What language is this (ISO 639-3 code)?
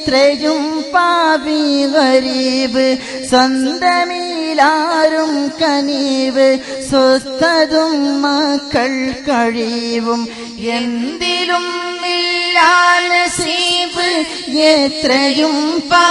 mal